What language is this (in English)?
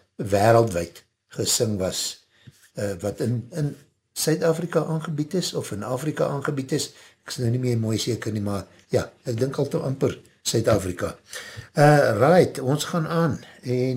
Afrikaans